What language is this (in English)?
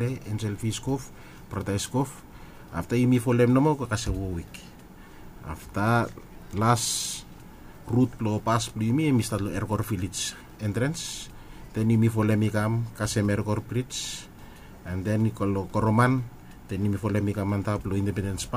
Bislama